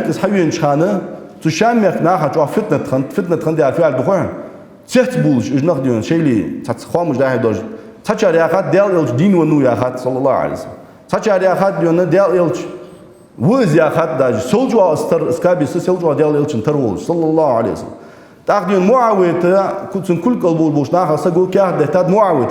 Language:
Ingush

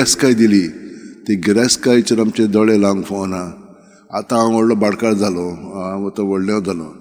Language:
Konkani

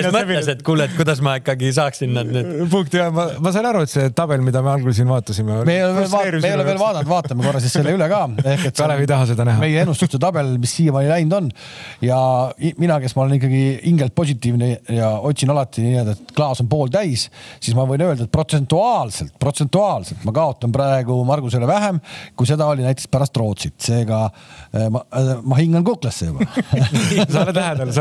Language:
Estonian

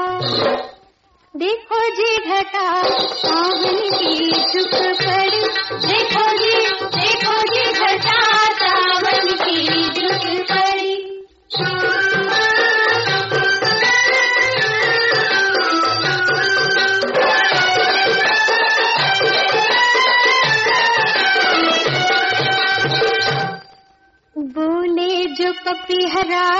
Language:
Hindi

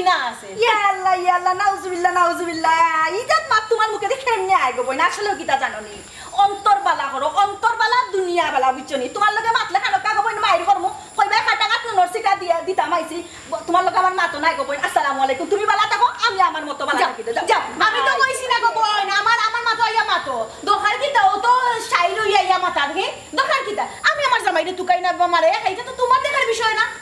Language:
Sylheti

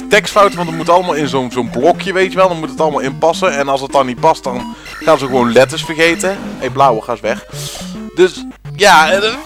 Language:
Dutch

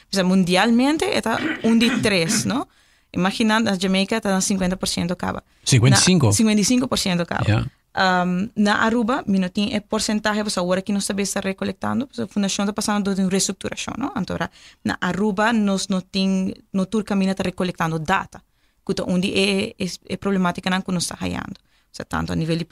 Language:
Papiamento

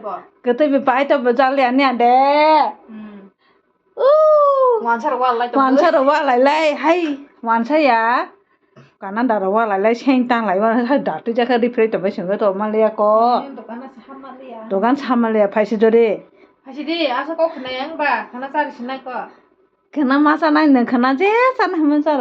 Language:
Kok Borok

